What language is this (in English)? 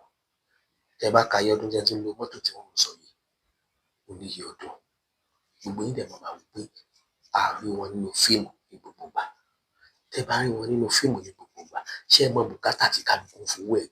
Yoruba